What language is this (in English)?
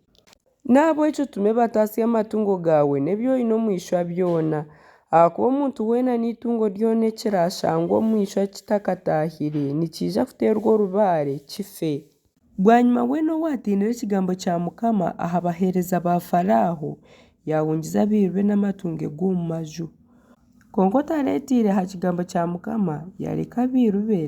Nyankole